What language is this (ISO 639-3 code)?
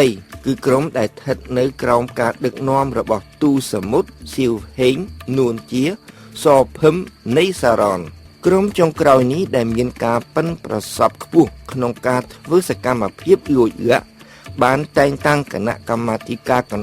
khm